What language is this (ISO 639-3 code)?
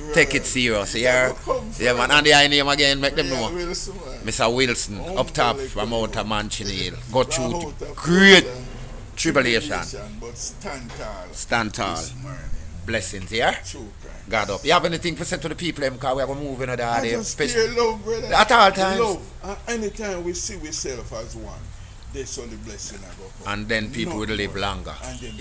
jam